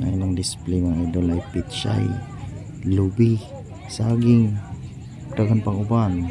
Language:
Cebuano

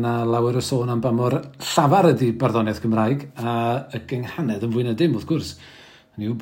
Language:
Welsh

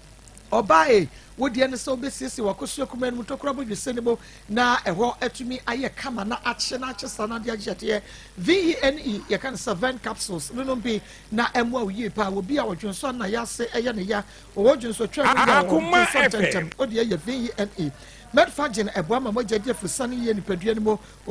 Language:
Akan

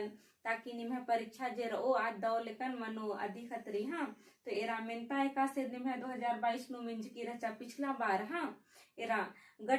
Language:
Kurukh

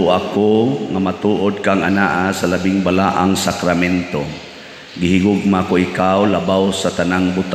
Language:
Cebuano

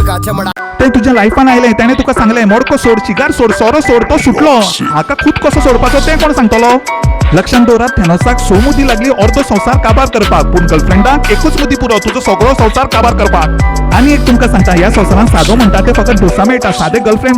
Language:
Konkani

